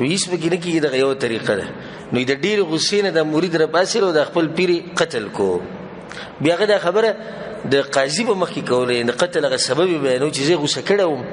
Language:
Pashto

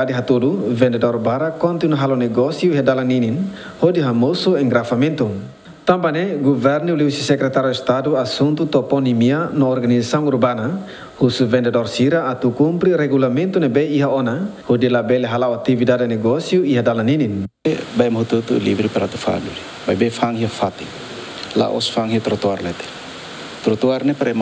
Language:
Tetum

